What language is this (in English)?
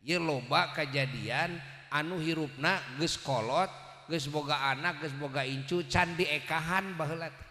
Sundanese